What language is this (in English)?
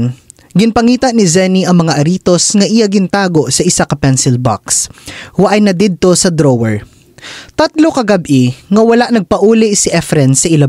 Hiligaynon